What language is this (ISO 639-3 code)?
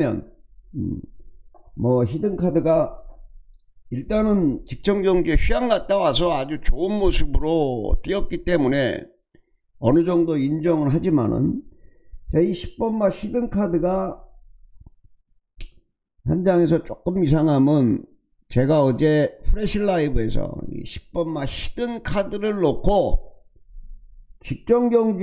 kor